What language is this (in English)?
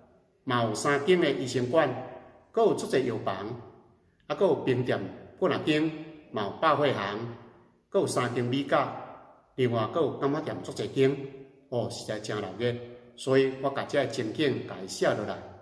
Min Nan Chinese